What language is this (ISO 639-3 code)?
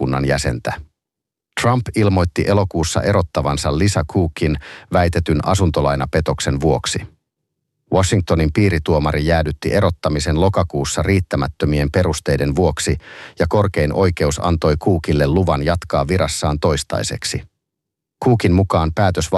fin